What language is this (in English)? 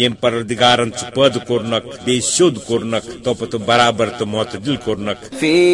Kashmiri